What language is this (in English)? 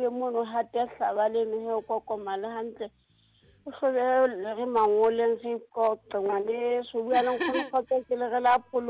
Southern Sotho